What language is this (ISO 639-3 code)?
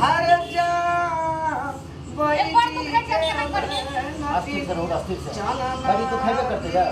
mai